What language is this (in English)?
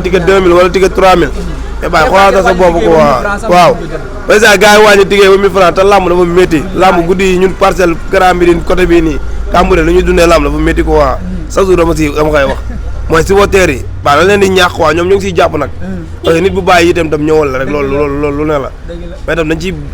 Wolof